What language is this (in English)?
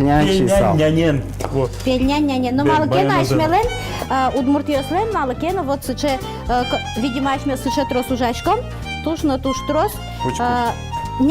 Udmurt